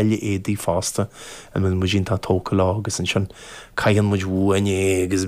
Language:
Irish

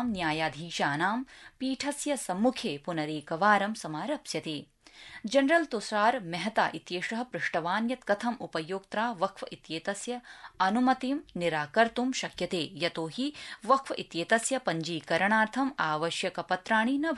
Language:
Sanskrit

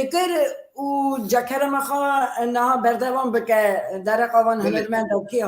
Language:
Kurdish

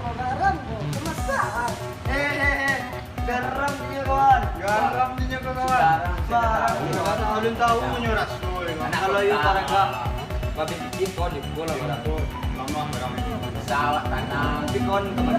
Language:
Minangkabau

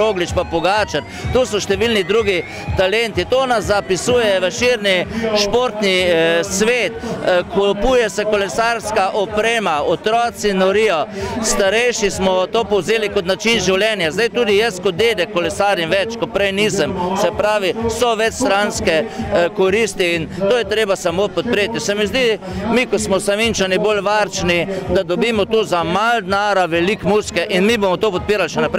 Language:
Slovenian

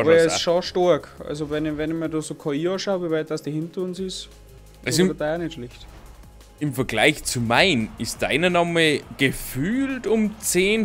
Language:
Bavarian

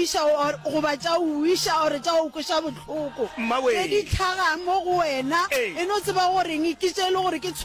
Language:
Northern Sotho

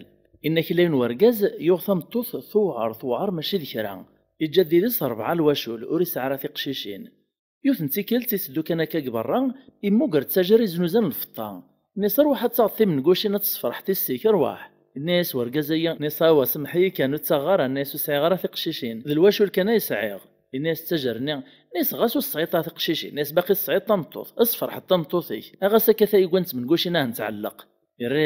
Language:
Kabyle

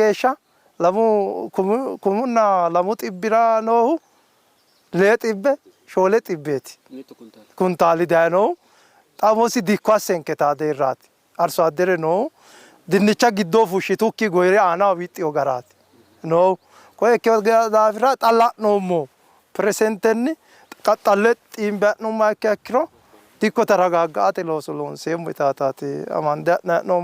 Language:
Sidamo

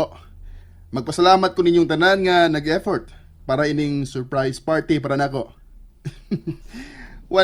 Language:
Cebuano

